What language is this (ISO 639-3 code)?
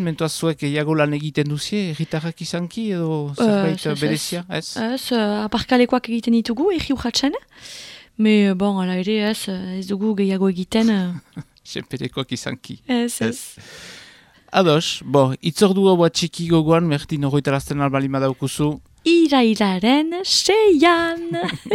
eus